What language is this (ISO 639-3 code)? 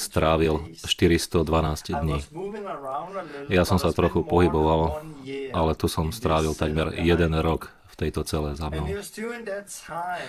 slk